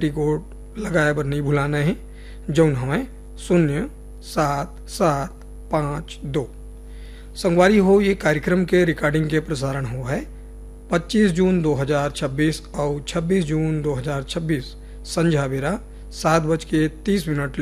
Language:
Chhattisgarhi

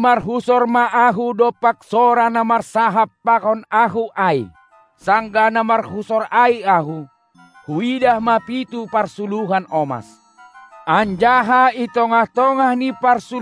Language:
Batak Simalungun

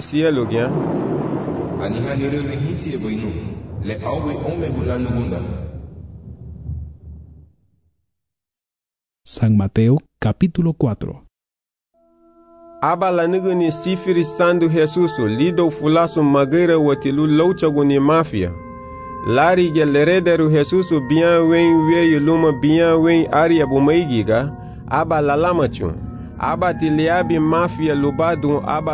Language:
Garifuna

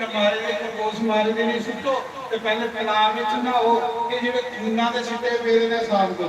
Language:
Dogri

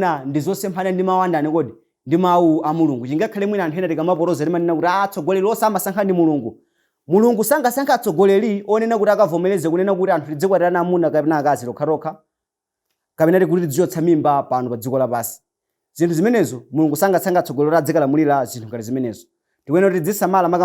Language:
Nyanja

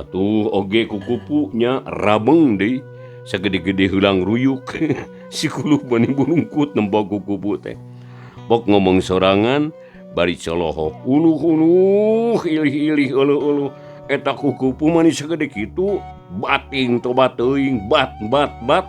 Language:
Sundanese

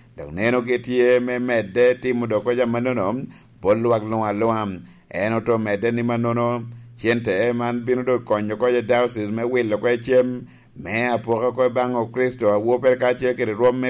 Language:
Lango (Uganda)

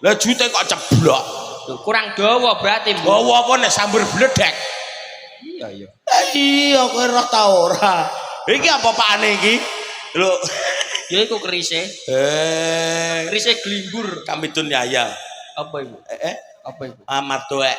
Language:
Javanese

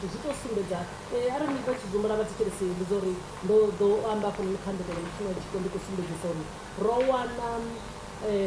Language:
Venda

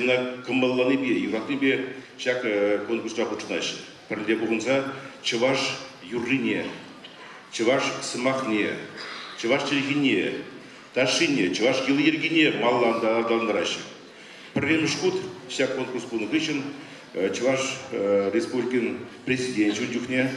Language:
Chuvash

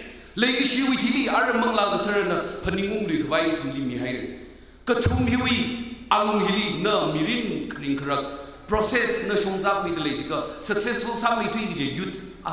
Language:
Tangkhul Naga (India)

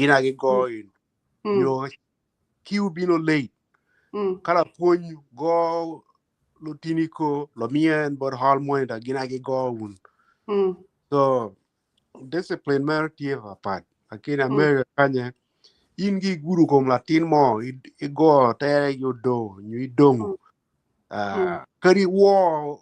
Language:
Acoli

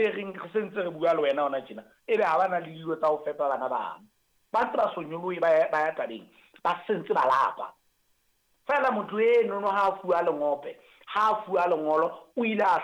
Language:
Southern Sotho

